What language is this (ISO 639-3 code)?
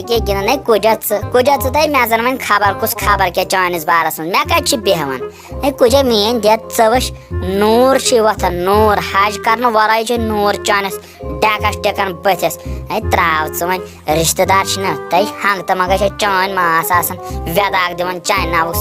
kas